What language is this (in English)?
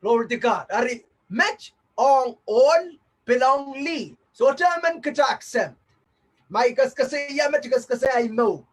Pohnpeian